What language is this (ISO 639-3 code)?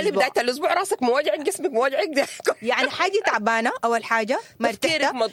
apd